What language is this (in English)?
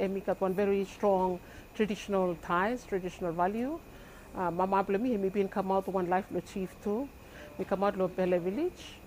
Bislama